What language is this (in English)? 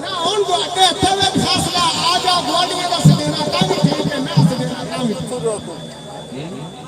Saraiki